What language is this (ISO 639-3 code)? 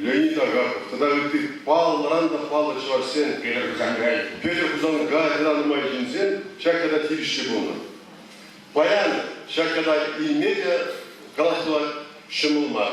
chv